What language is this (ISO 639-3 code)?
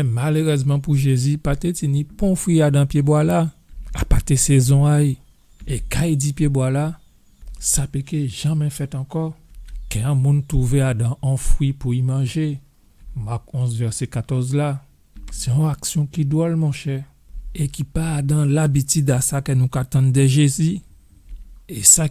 gcf